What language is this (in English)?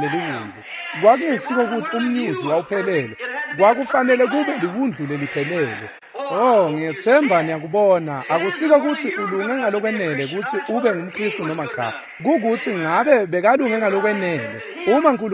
Swati